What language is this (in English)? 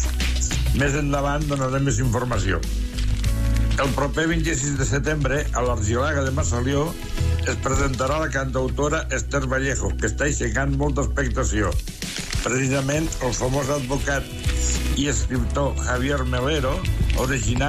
Catalan